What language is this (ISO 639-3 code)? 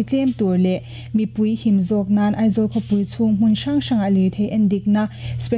lus